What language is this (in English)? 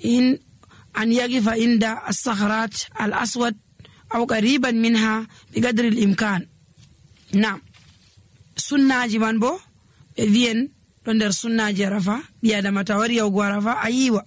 Nigerian Fulfulde